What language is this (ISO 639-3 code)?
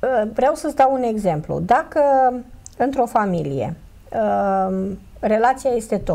ron